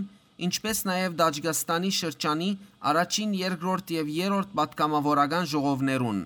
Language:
Western Armenian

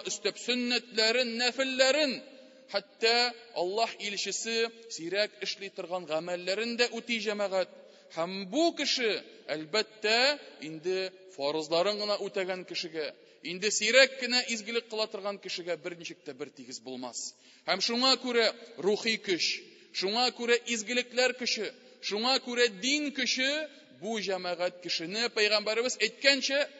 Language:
Tatar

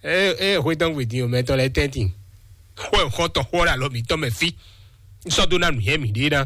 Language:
Fon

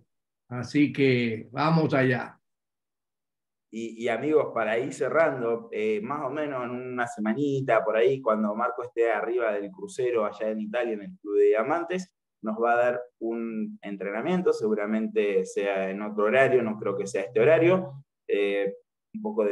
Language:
Spanish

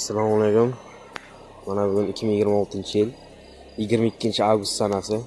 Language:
Uzbek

